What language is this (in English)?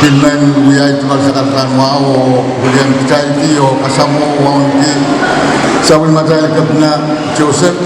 Pohnpeian